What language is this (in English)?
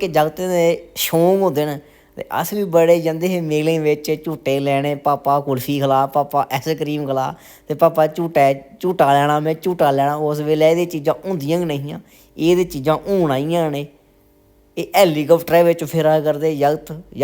Dogri